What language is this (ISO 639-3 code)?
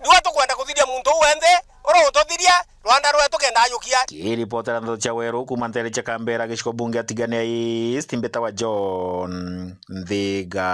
mer